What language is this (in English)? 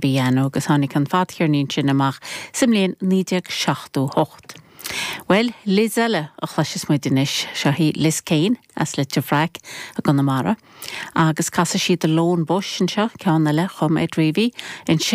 Irish